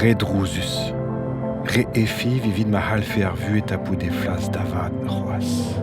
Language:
Breton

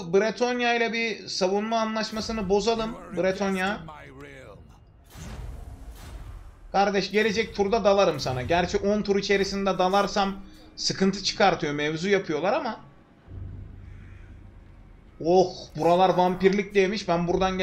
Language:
Turkish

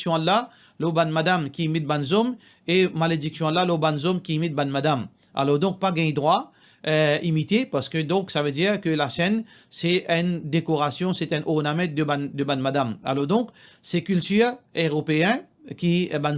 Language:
Morisyen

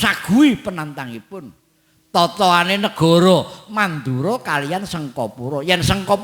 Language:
Javanese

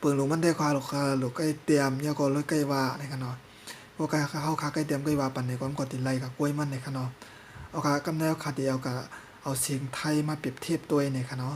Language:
Shan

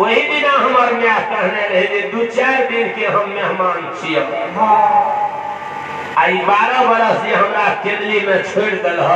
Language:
Maithili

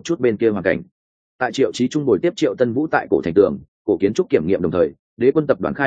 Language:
Vietnamese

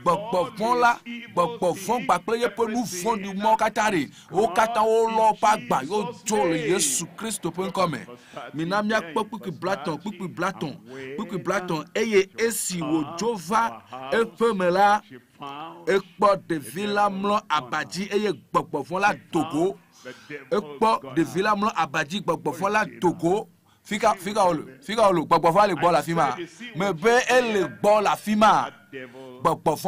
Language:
Ewe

